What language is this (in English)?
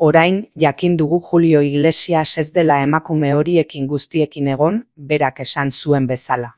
Basque